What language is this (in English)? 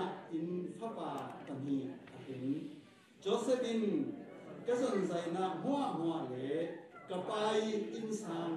Falam Chin